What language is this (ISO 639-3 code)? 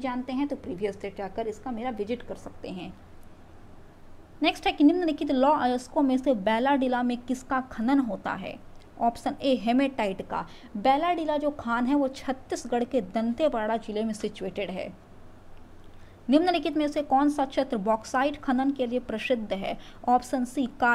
hin